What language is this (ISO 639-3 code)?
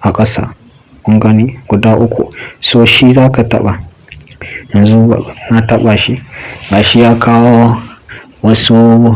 hau